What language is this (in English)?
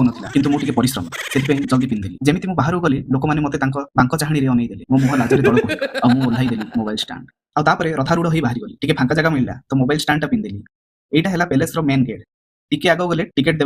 Odia